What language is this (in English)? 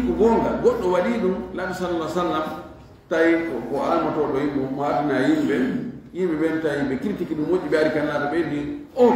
Fula